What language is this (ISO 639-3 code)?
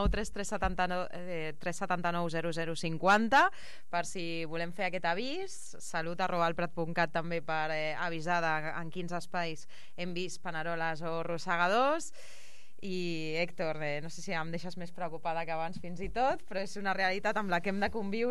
cat